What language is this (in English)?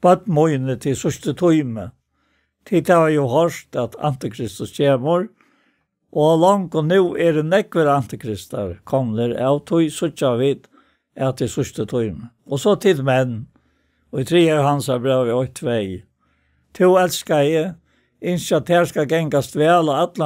Faroese